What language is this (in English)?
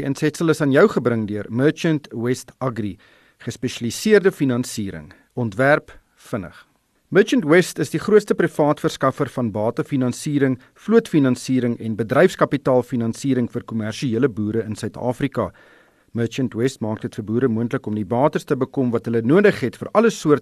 Afrikaans